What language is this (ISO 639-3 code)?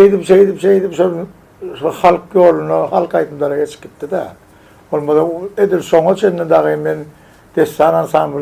tuk